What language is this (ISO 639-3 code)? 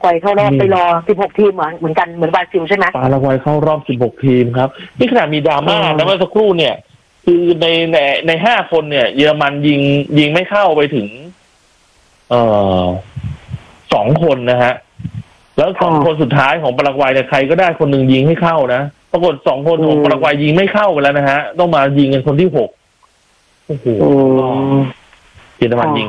tha